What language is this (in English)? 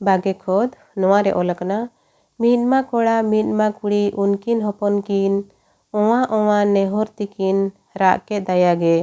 Santali